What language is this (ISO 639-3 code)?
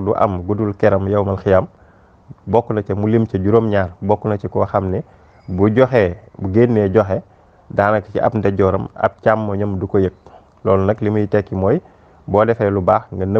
wol